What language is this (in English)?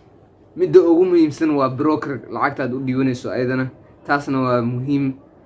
Somali